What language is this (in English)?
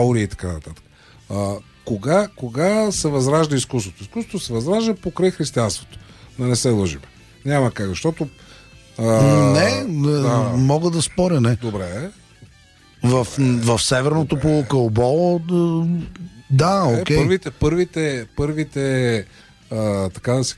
Bulgarian